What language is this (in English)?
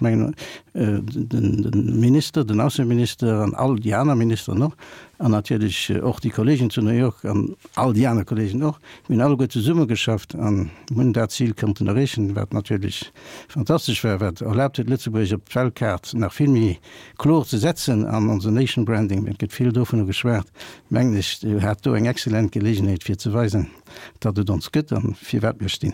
Luxembourgish